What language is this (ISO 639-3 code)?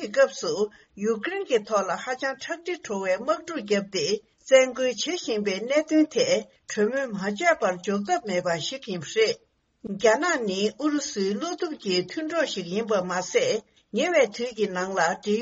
bod